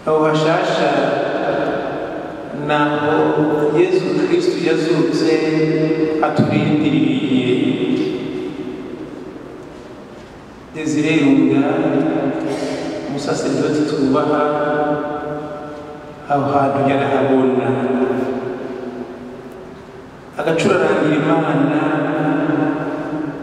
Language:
Kinyarwanda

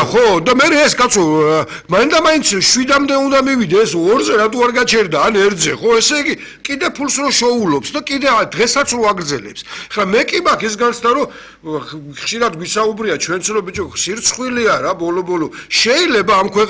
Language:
Georgian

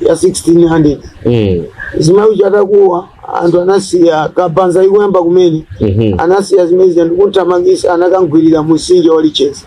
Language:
Nyanja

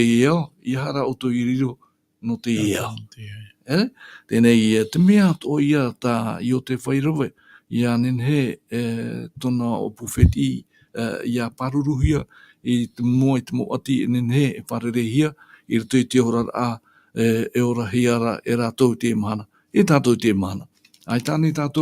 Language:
Tahitian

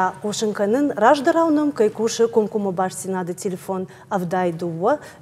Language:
Ossetic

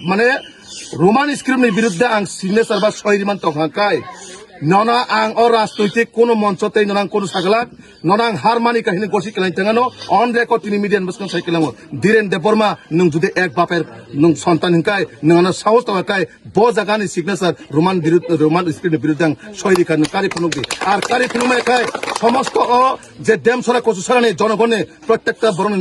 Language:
Kok Borok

